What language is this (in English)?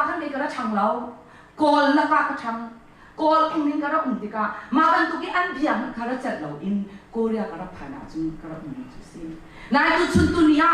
Hakha Chin